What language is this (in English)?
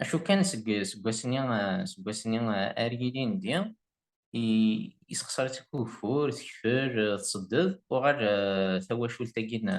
Kabyle